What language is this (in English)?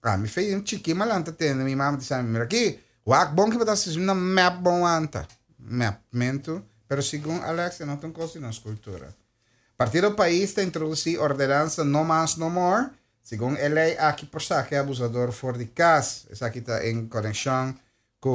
Papiamento